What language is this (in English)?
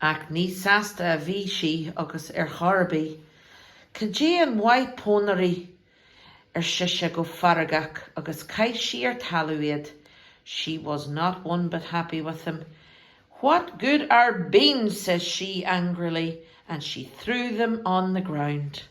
Irish